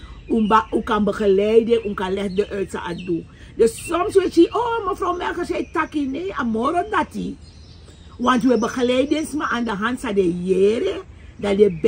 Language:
Sranan Tongo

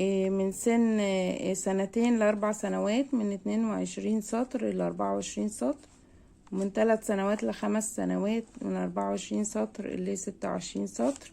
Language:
Egyptian Arabic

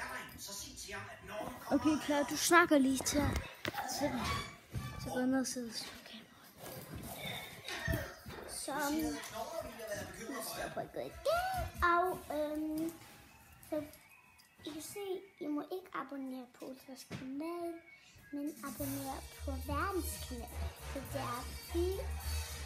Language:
Danish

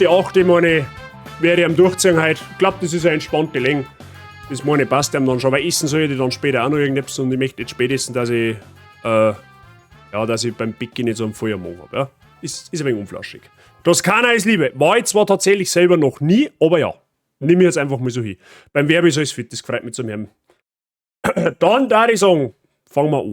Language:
Bavarian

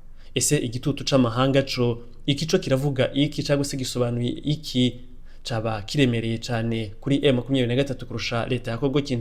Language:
Kinyarwanda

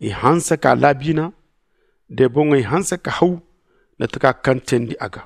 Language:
Zarma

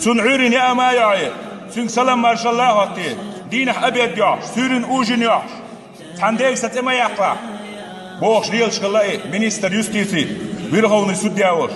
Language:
Chechen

